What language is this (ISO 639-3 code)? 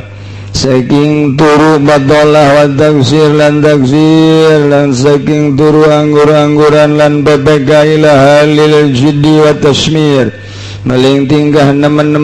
sun